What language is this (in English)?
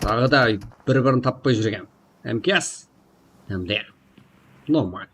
Kara-Kalpak